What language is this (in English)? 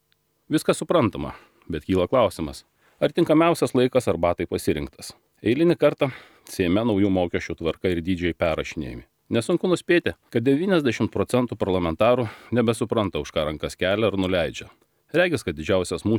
Lithuanian